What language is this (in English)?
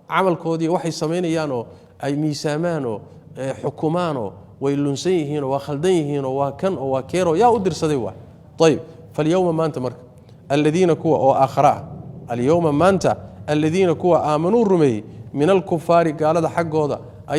Somali